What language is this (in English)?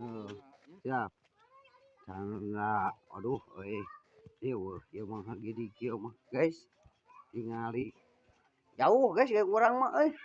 Sundanese